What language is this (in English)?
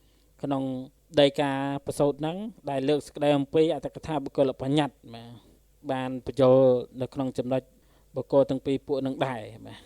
Khmer